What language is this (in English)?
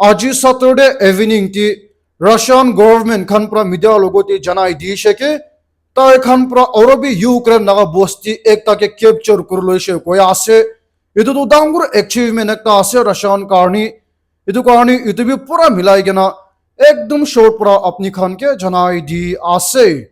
Naga Pidgin